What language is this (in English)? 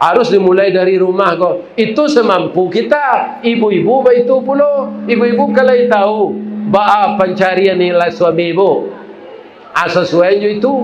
Minangkabau